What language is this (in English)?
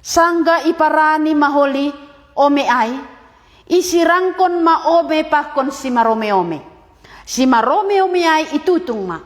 Batak Simalungun